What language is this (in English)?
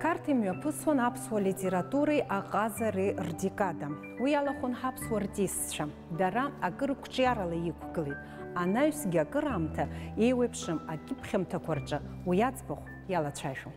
Abkhazian